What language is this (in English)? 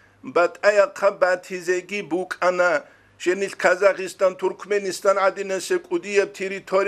Avaric